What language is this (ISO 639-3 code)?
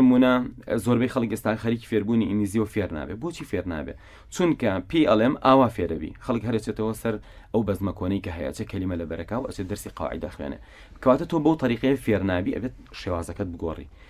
ckb